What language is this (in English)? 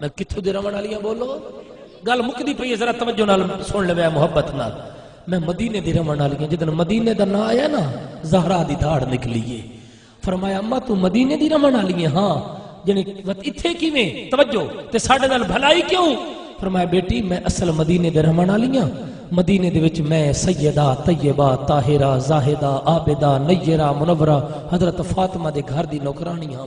Saraiki